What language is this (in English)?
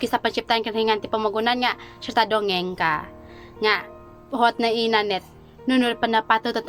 Central Dusun